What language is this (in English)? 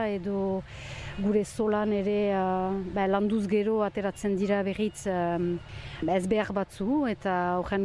Basque